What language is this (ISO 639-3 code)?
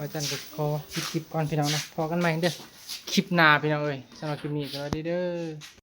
tts